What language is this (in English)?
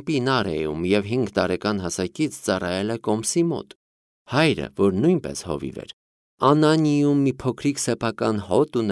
Armenian